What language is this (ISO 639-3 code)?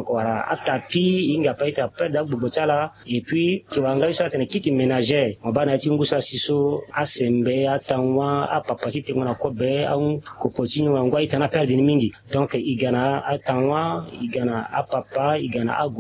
sag